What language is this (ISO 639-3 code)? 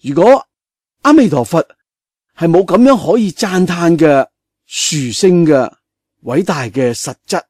yue